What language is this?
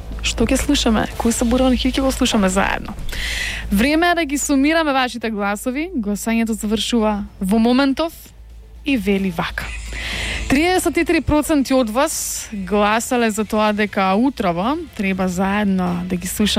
Macedonian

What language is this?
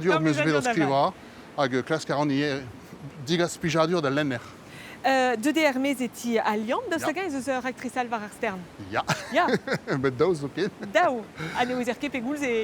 Breton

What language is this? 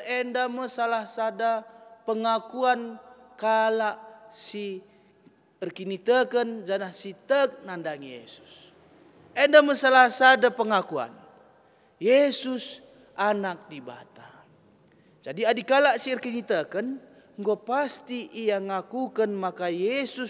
Batak Karo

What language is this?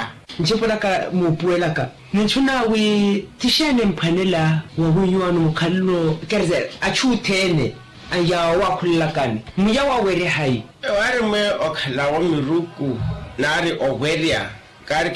Makhuwa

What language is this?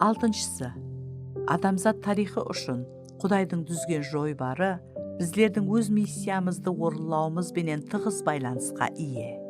Kara-Kalpak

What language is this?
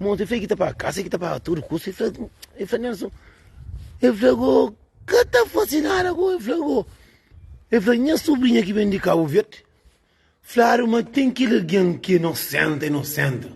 Kabuverdianu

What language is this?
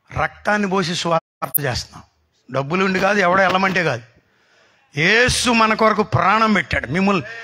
Telugu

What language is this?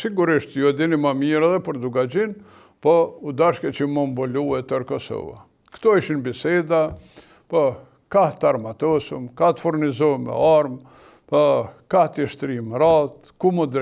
Albanian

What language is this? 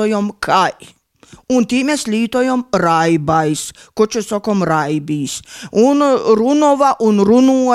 Latvian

